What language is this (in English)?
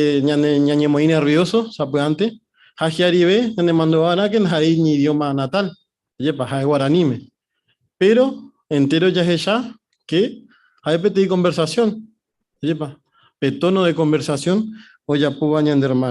Guarani